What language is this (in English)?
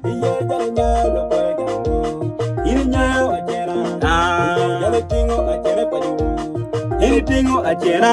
Acoli